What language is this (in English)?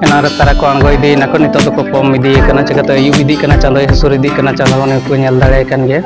Santali